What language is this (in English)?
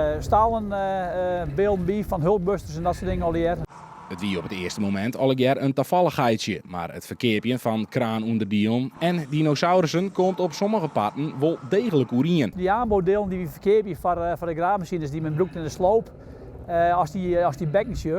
Western Frisian